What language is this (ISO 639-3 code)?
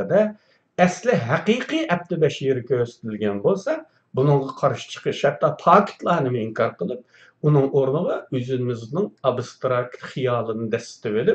uig